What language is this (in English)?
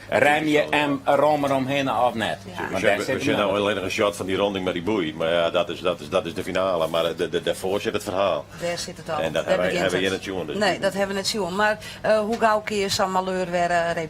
Western Frisian